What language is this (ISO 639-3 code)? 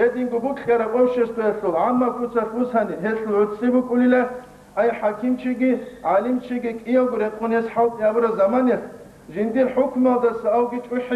ava